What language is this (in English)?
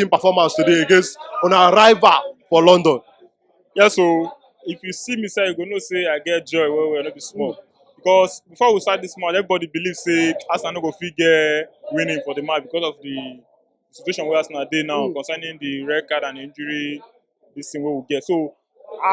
Nigerian Pidgin